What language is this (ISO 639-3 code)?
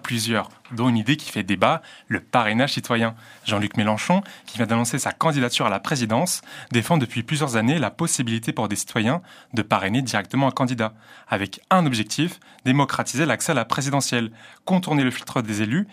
fra